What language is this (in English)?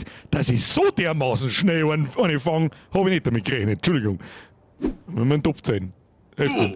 Bavarian